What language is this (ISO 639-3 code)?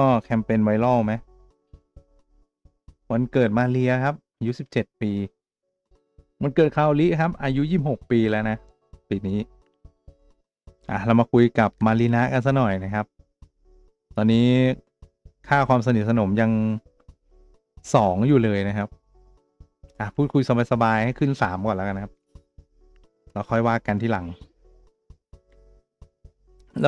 tha